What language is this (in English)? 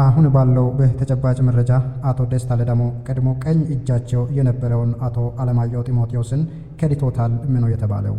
Amharic